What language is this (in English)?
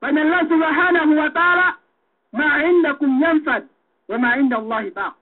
Yakan